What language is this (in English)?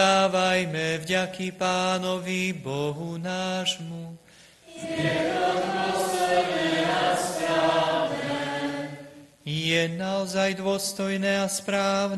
Slovak